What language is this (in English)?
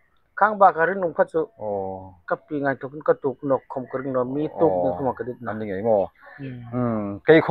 Hmar